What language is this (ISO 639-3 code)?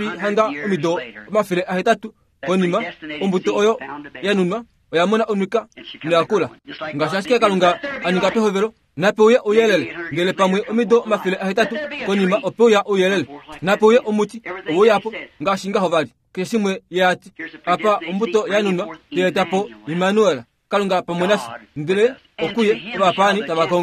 kua